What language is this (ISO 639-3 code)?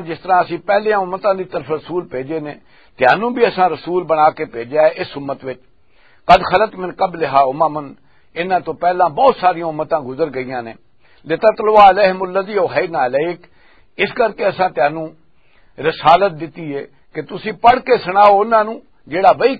lah